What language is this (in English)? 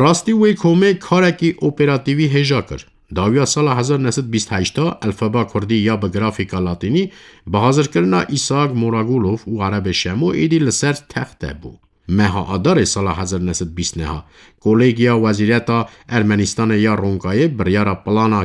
Kurdish